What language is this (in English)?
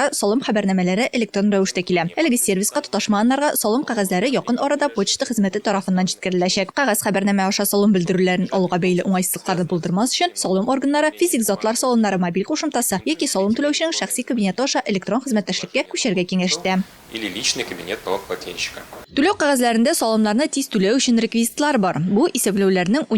Tatar